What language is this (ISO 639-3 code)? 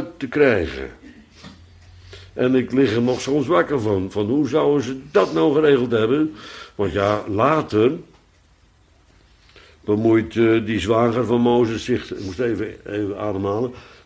nld